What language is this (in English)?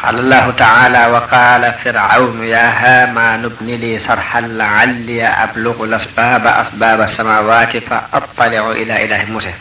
Wolof